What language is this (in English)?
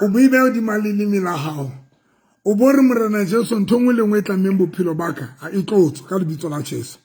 Southern Sotho